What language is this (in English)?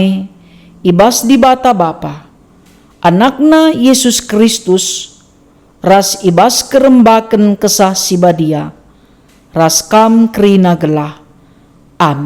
Batak Karo